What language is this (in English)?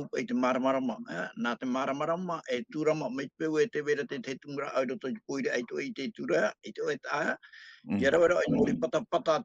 Tahitian